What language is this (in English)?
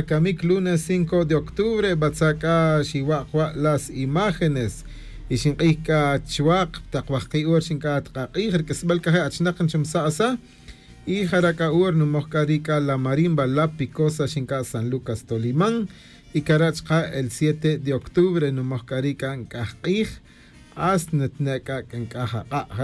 Tz'utujil